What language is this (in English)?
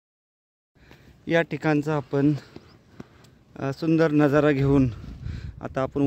Marathi